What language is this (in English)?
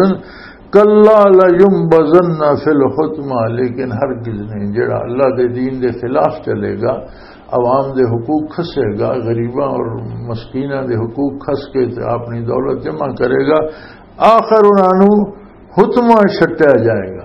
Western Panjabi